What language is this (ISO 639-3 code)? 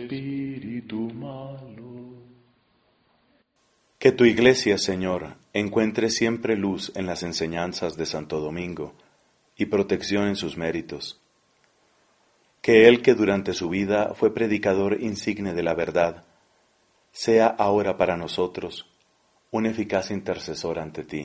spa